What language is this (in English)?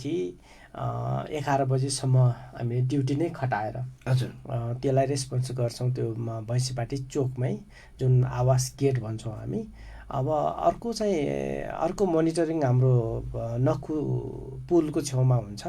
Nepali